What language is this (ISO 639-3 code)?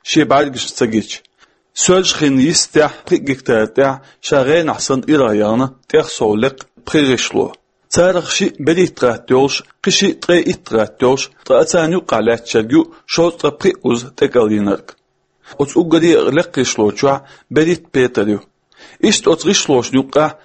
che